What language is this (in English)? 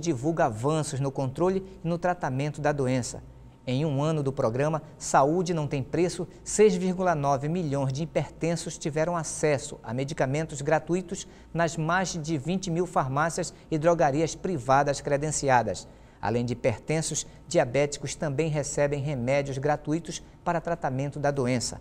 Portuguese